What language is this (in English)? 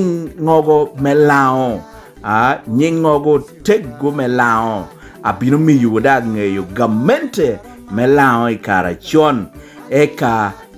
Lango (Uganda)